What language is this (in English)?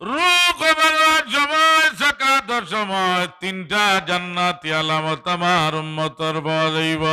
Sylheti